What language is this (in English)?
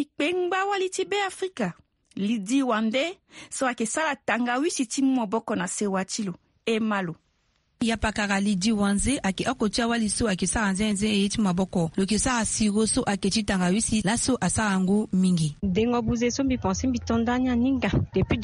Sango